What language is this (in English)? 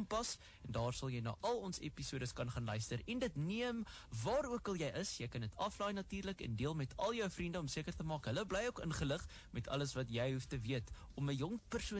Afrikaans